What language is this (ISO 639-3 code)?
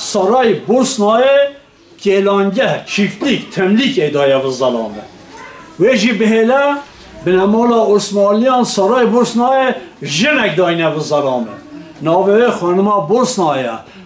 kur